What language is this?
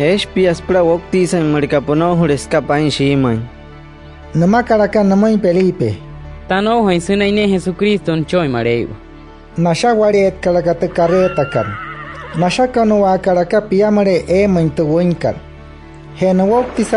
Wayuu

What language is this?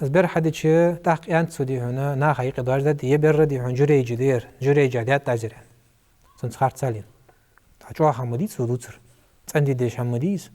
Ingush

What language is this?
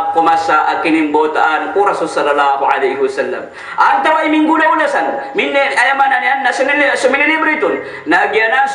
Maranao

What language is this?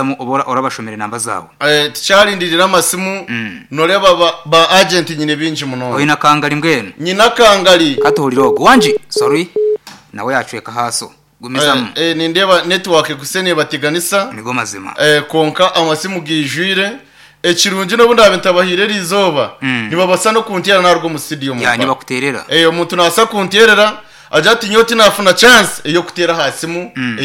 Nyankole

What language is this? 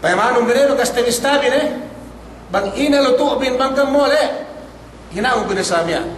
Yakan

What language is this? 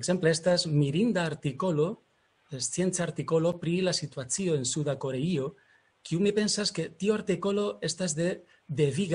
Esperanto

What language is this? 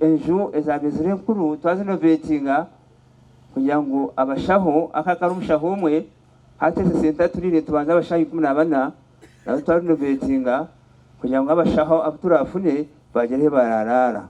Nyankole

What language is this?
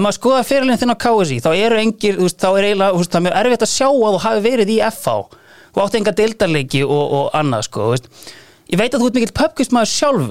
Icelandic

